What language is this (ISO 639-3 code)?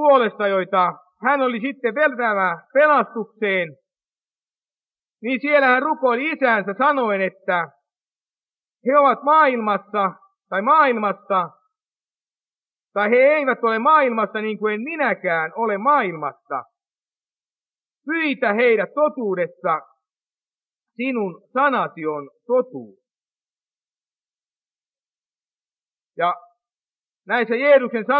fin